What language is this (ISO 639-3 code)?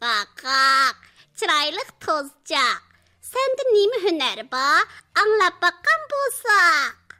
uig